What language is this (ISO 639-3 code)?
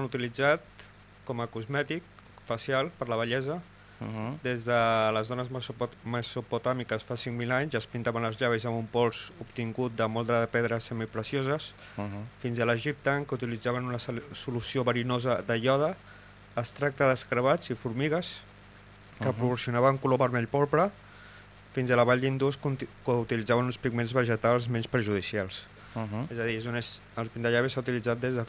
cat